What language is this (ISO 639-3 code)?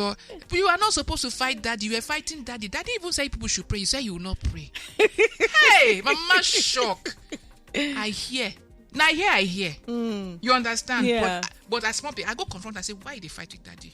pcm